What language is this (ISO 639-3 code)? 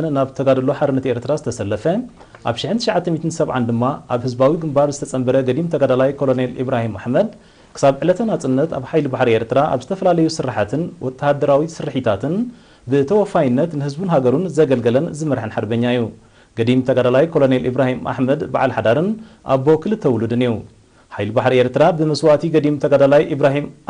tir